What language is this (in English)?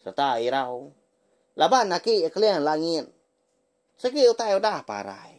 Iban